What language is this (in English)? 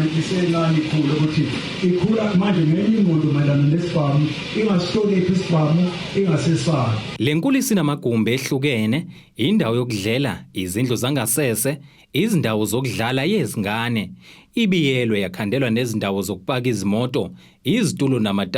Zulu